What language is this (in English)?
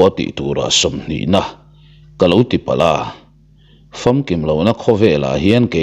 Mizo